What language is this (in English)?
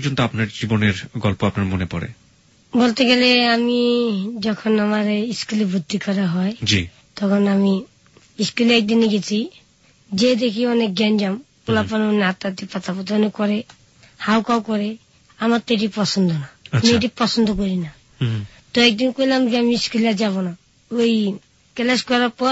Bangla